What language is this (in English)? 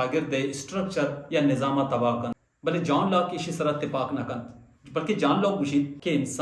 Baluchi